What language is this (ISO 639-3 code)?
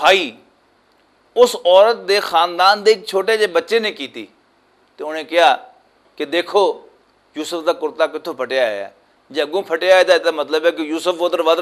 lah